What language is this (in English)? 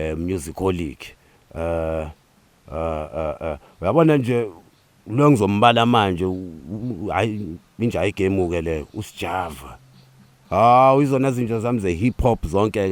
Zulu